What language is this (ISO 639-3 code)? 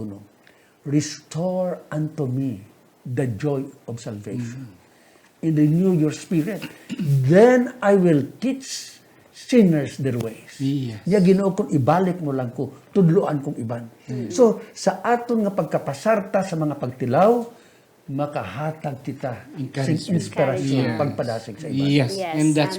hil